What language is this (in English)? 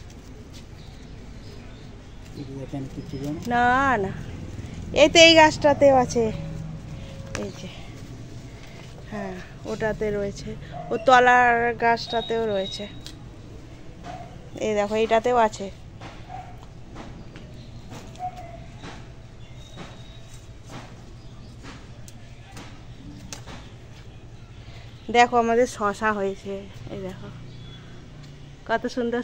Bangla